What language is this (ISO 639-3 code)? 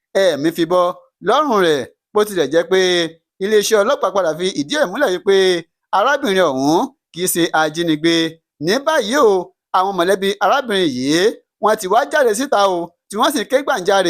yor